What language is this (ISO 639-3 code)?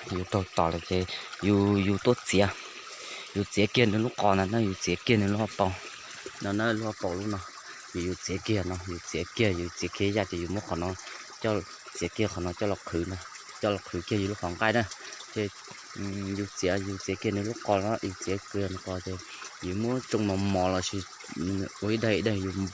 hmn